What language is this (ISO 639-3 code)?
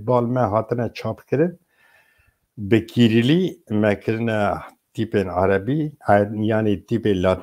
kur